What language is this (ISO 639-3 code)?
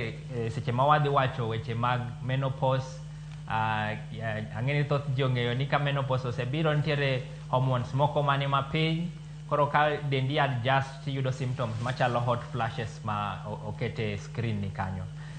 luo